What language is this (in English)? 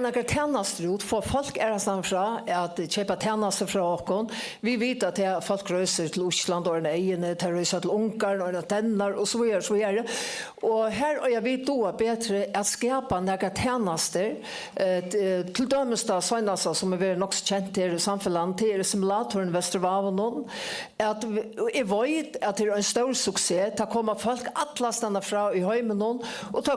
Faroese